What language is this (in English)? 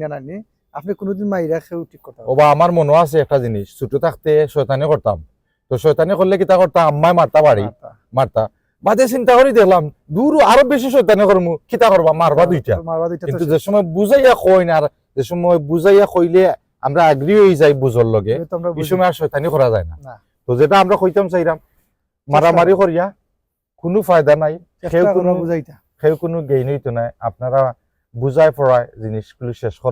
Sylheti